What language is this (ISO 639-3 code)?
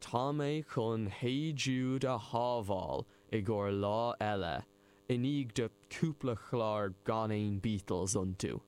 gle